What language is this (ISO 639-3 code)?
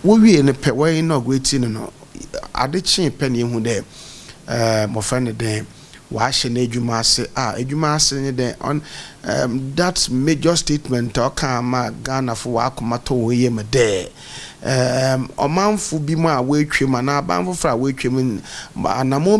aka